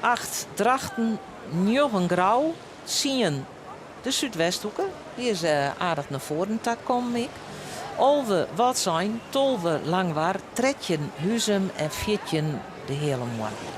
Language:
Western Frisian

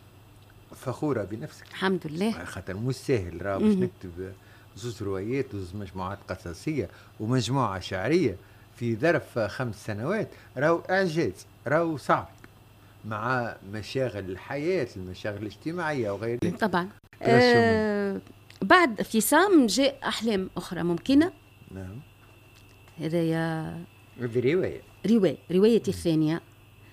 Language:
Tunisian Arabic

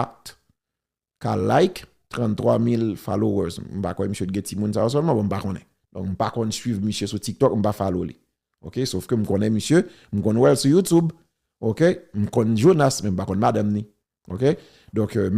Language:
Haitian Creole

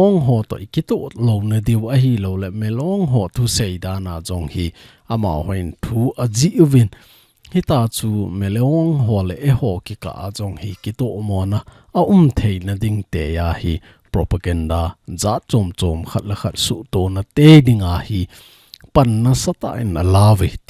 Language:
Thado Chin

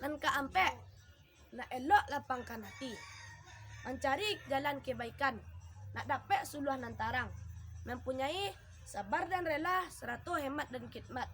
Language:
Minangkabau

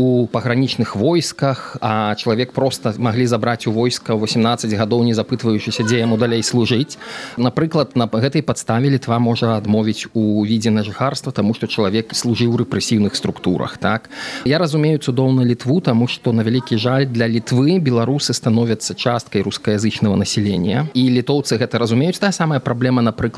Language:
Belarusian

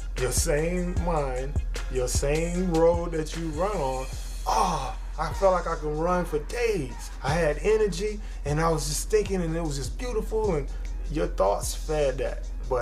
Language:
English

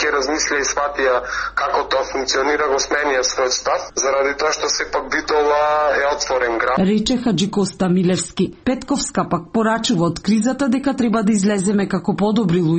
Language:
Macedonian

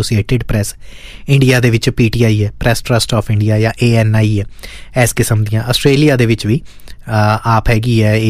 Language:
Punjabi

